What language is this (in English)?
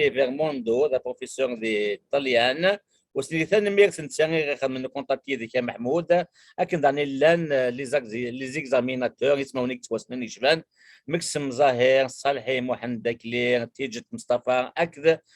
Kabyle